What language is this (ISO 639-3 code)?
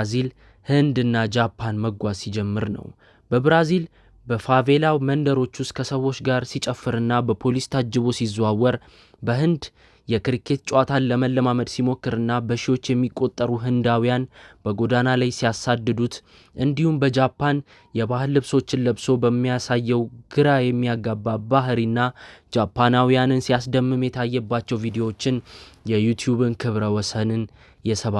amh